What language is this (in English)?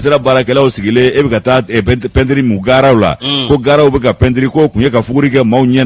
Bambara